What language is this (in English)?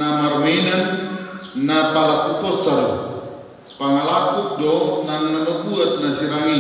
Batak Toba